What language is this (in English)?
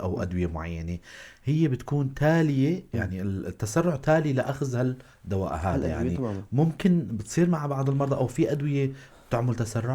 North Levantine Arabic